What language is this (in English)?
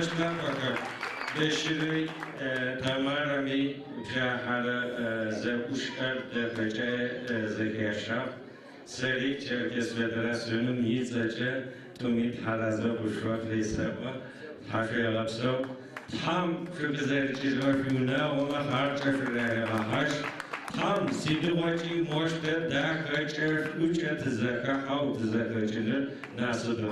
Adyghe